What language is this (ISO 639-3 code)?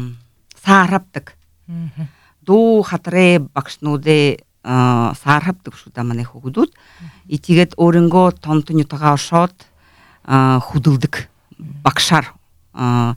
bua